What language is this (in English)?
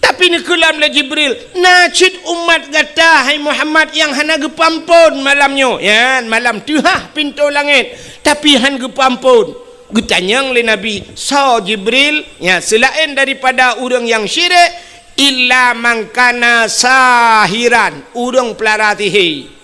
Achinese